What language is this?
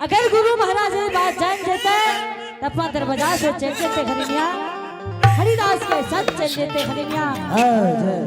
Angika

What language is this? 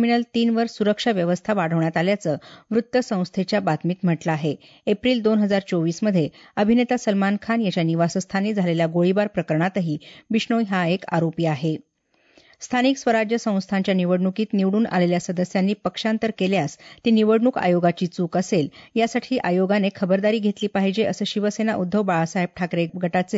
Marathi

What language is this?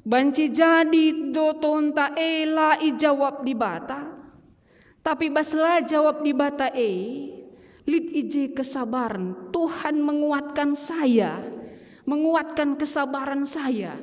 Batak Karo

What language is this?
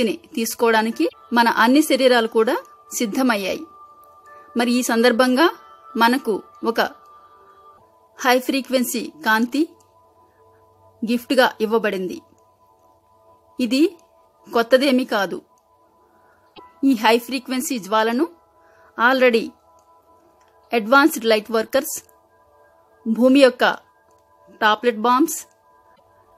Telugu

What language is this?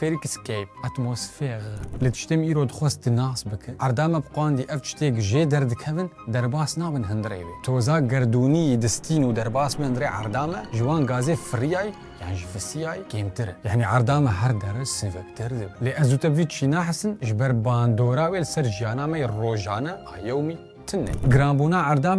Kurdish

